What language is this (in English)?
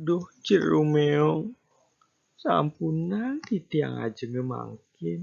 Balinese